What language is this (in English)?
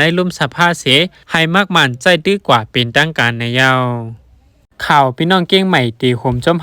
Shan